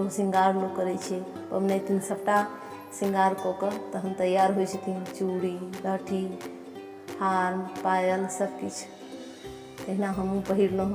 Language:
Maithili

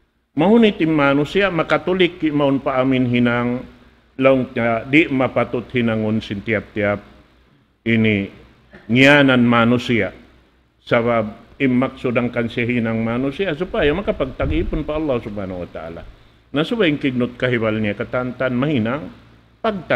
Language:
Tausug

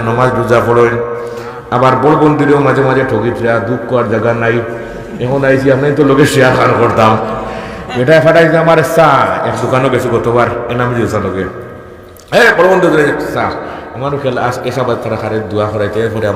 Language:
Sylheti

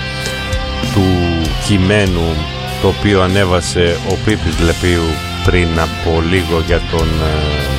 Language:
Greek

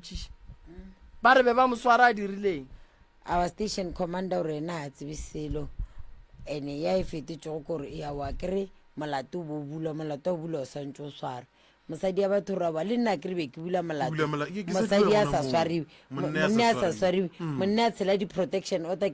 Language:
Northern Sotho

